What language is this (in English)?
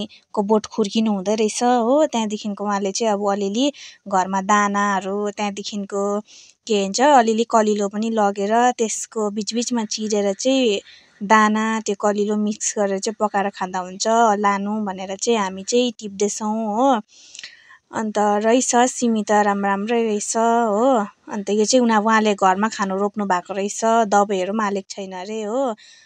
Nepali